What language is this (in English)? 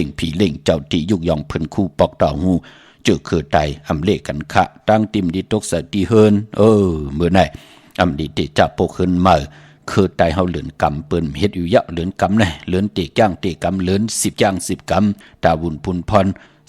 Shan